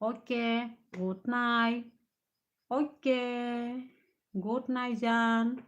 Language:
Kok Borok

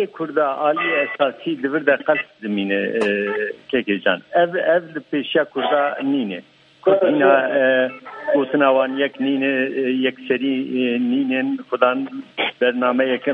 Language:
Kurdish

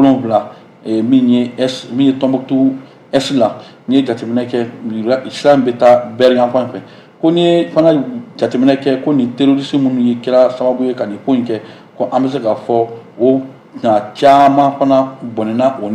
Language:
Bambara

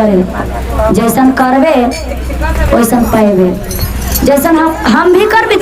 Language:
Magahi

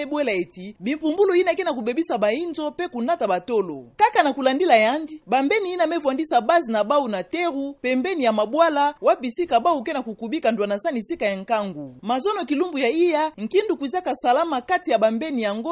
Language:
Kituba (Democratic Republic of Congo)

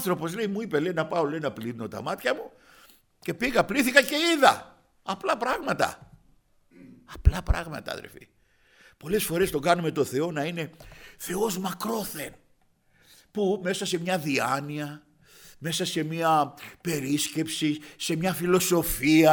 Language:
Greek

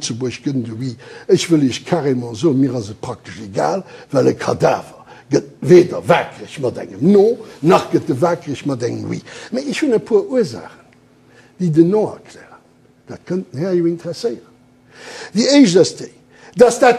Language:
Luxembourgish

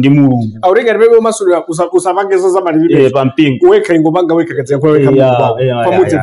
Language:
Nyanja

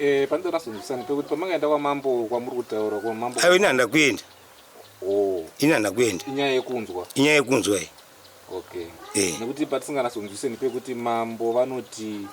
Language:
Shona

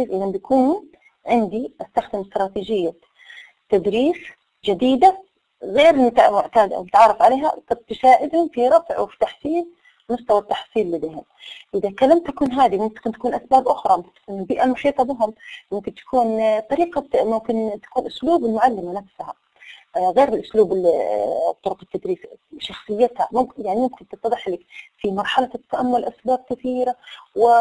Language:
Arabic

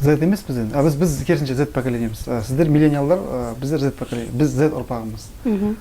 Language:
Kazakh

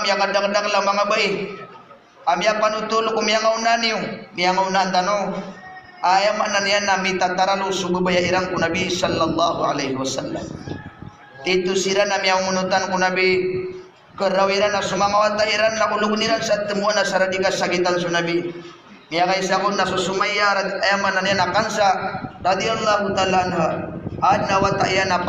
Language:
Maranao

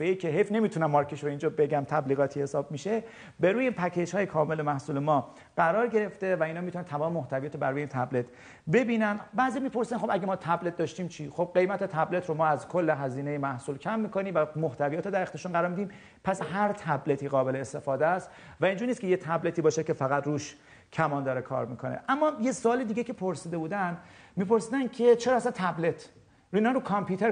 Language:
Persian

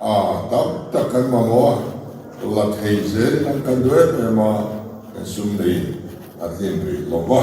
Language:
Mizo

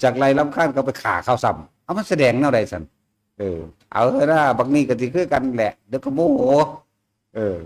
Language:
Northeastern Thai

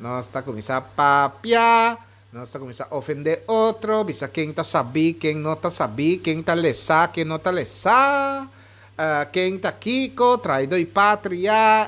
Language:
Papiamento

